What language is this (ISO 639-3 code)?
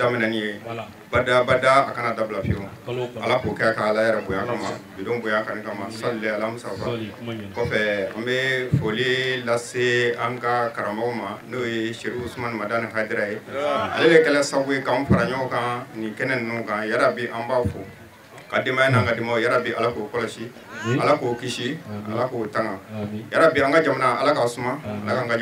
bam